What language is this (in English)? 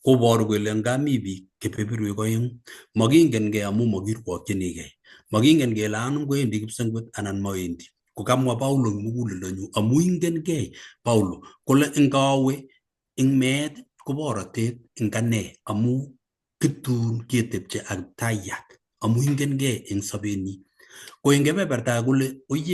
Kalenjin